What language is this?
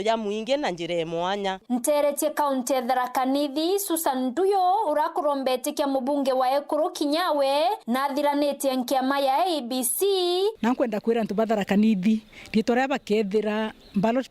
Meru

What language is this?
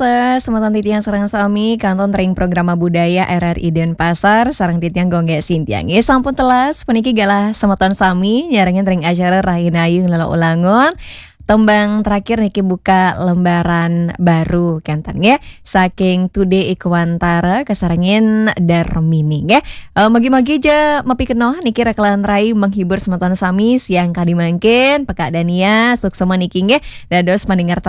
Balinese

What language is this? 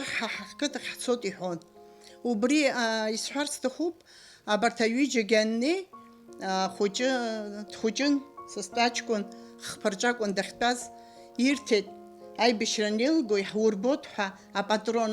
Abkhazian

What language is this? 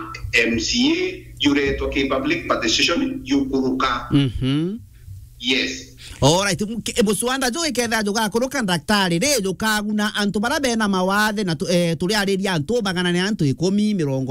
Meru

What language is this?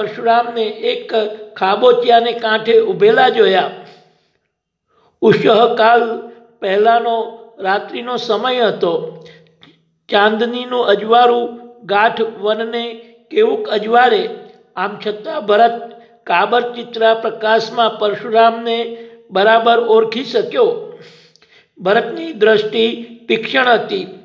Gujarati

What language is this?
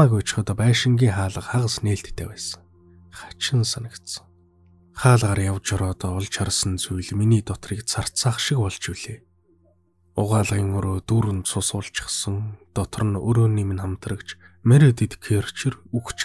Mongolian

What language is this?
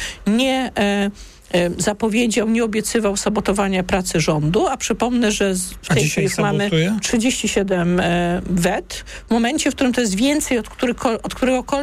Polish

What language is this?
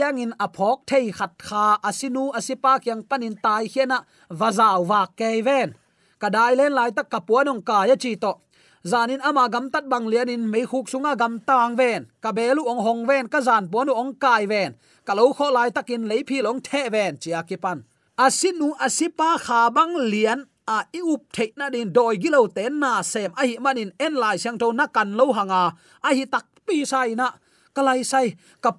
Tedim Chin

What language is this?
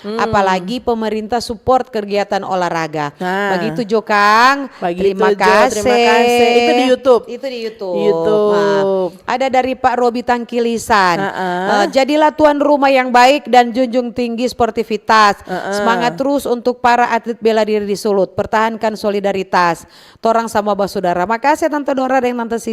Manado Malay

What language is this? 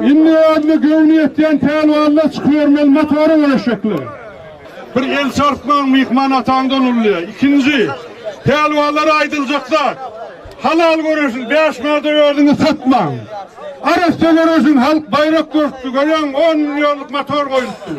Turkmen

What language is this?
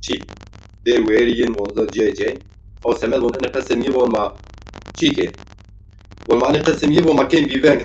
Zaza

